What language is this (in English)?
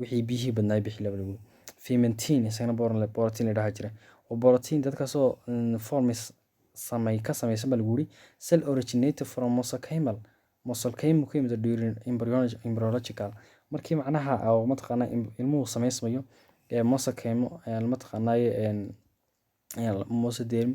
Somali